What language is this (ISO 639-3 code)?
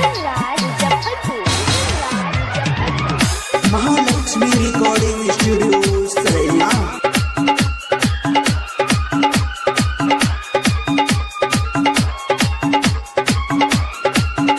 bho